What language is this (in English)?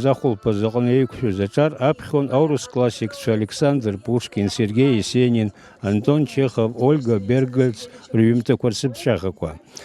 Abkhazian